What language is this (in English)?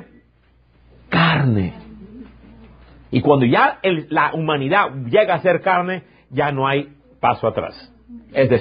Spanish